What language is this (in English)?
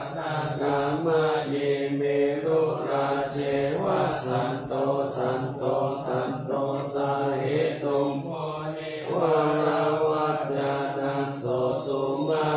Pali